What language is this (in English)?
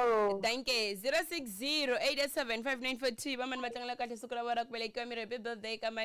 Tsonga